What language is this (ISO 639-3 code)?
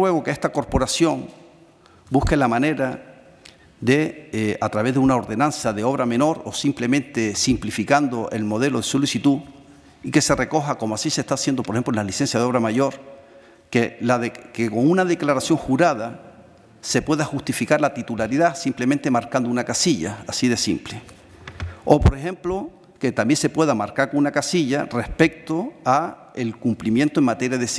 spa